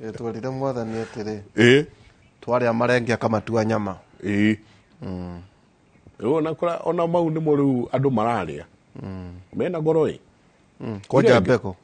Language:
Kikuyu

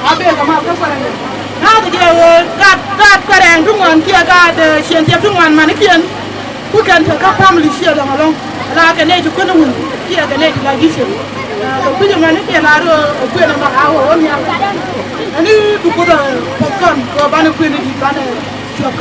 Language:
Nuer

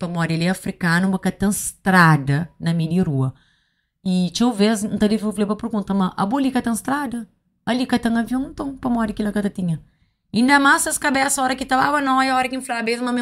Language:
Kabuverdianu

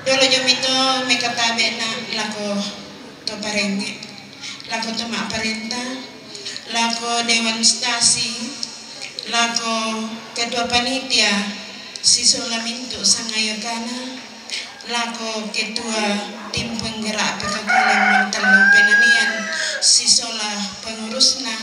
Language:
Toraja-Sa'dan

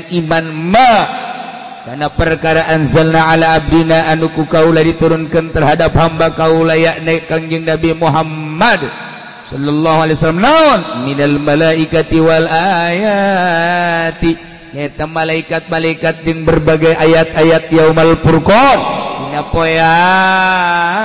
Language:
Sundanese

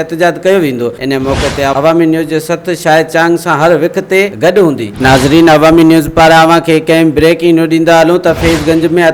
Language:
Sindhi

